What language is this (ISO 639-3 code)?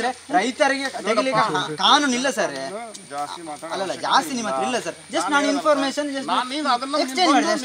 kan